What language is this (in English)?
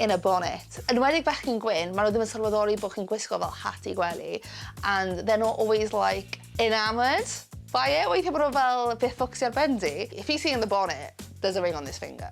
Welsh